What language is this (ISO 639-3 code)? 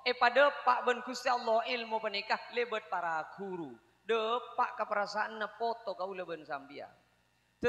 mad